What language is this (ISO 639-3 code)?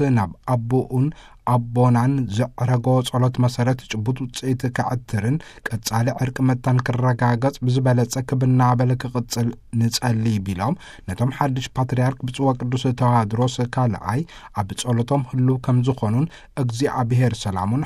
tir